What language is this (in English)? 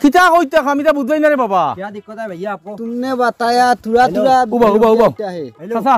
Sylheti